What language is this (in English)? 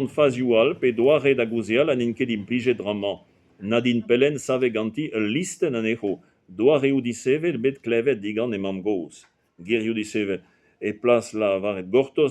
Breton